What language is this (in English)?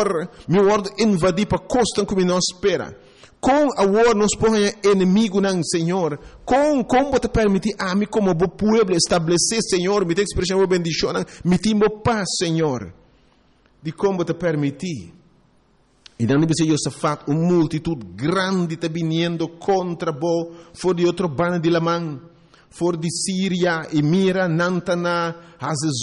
Papiamento